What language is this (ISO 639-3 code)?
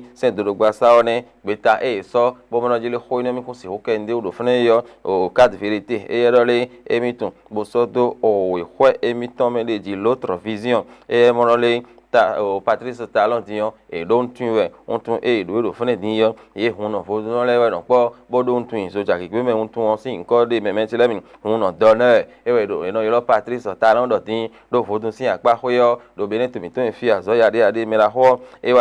fon